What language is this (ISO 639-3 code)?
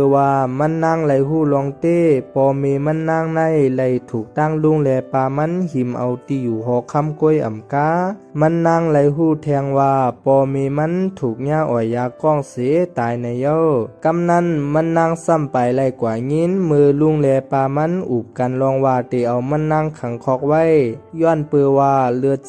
shn